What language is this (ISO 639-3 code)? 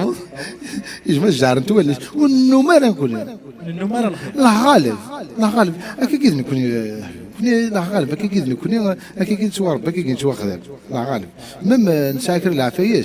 kab